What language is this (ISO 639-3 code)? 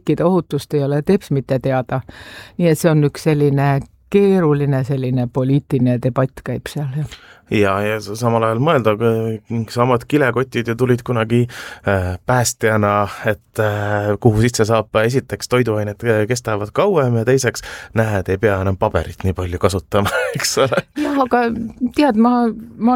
est